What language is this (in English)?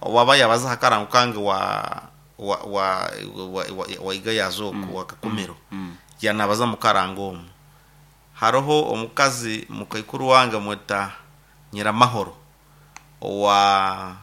Nyoro